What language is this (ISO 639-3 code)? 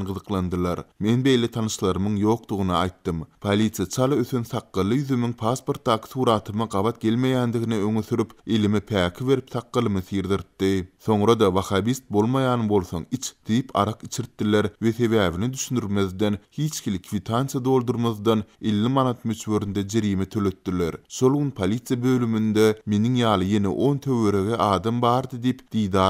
tuk